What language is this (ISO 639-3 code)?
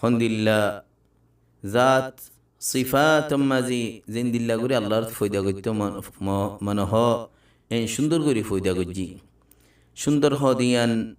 rhg